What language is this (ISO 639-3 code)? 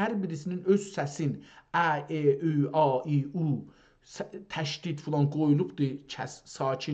azb